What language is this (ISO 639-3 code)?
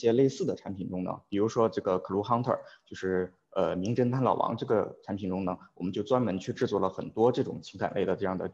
zho